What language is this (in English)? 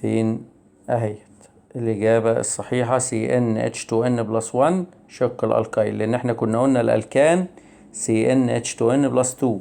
Egyptian Arabic